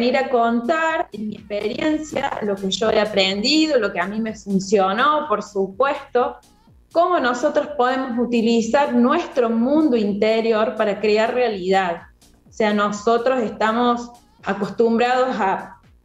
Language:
Spanish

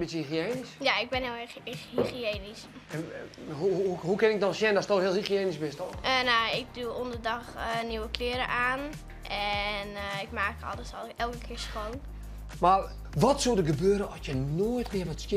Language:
Western Frisian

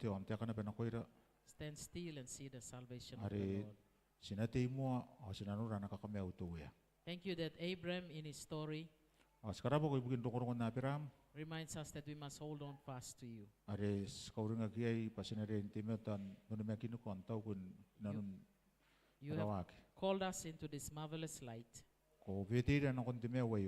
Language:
Gilbertese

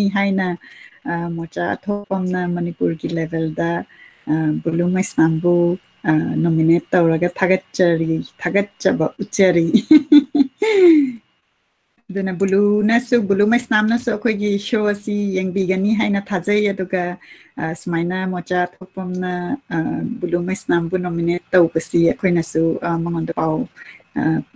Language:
Manipuri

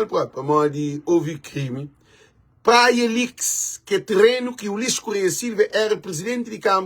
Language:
Kabuverdianu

